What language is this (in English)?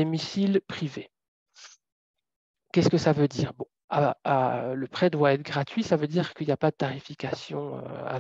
French